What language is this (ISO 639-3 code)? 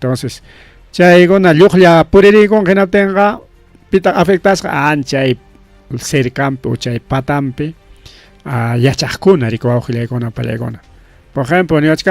quy